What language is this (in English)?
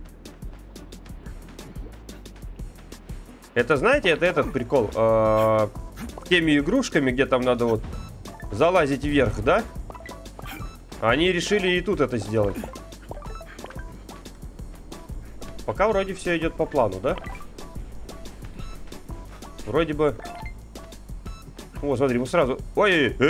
Russian